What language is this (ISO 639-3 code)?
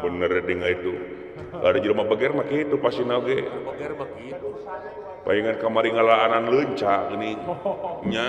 sun